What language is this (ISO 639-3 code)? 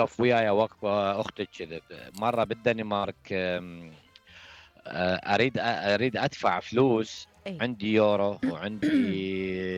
acm